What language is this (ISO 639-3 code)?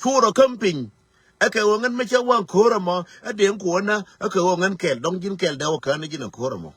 nus